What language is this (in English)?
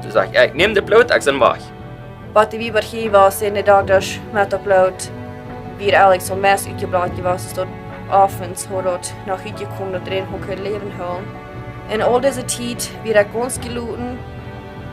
Plautdietsch